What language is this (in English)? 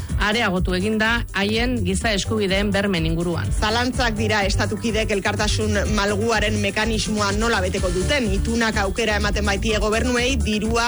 Basque